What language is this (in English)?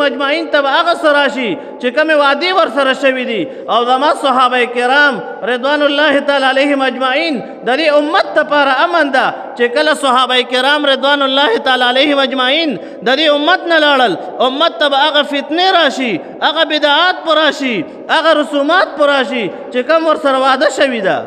Pashto